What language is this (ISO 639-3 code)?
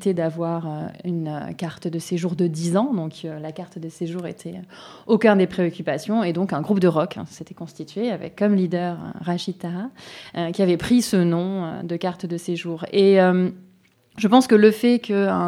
fra